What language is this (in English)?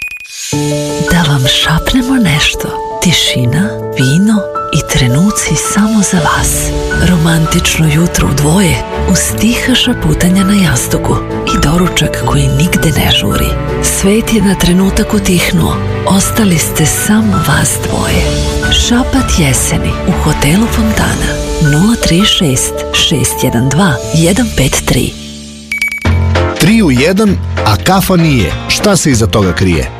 Serbian